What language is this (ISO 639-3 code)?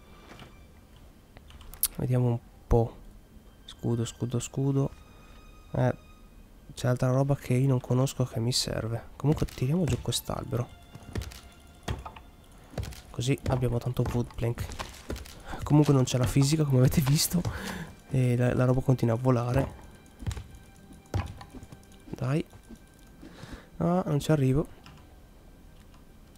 ita